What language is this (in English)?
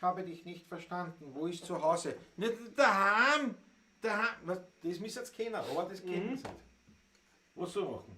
Bavarian